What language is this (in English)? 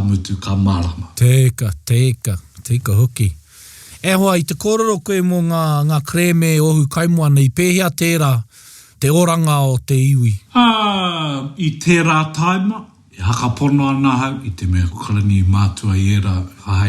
Māori